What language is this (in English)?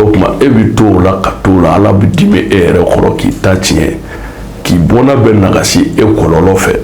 Bambara